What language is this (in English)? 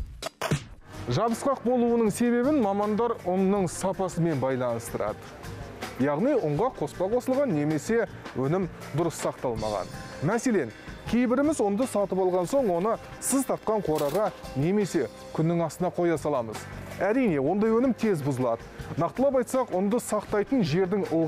Kazakh